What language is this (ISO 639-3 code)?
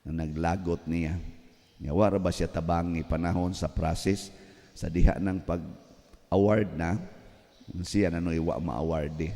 ceb